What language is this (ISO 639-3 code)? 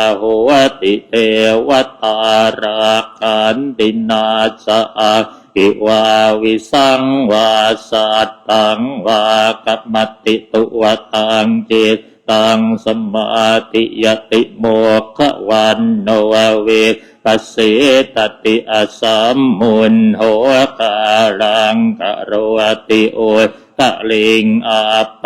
pli